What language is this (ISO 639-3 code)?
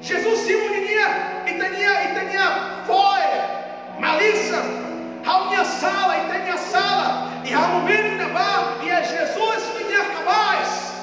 tet